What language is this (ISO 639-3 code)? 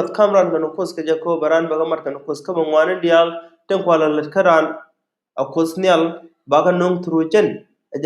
nus